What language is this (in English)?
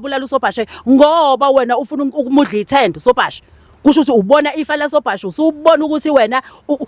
Zulu